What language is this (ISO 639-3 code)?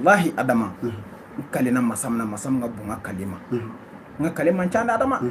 bam